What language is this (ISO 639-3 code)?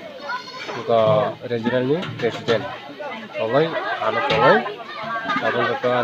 trp